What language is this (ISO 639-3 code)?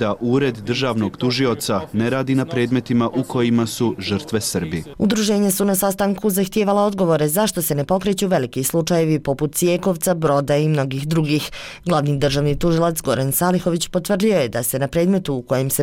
bos